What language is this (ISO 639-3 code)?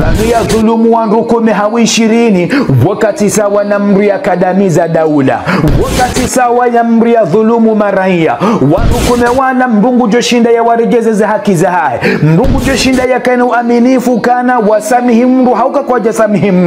zdj